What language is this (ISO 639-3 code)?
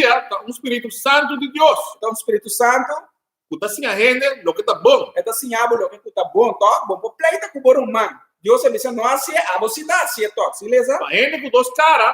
pap